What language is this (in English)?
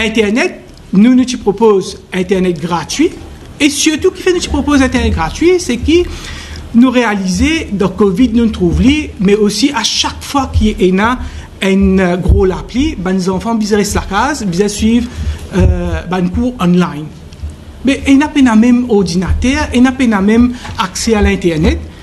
Morisyen